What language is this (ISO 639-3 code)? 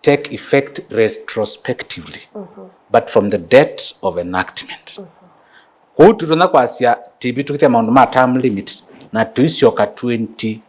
kam